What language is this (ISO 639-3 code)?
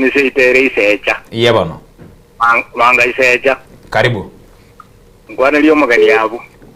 guz